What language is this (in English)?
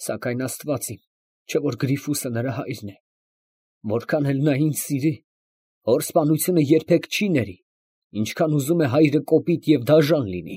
Armenian